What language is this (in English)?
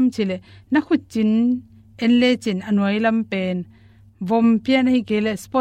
Tedim Chin